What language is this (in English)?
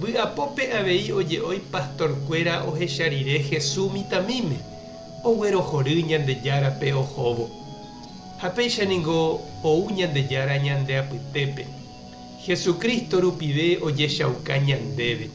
Guarani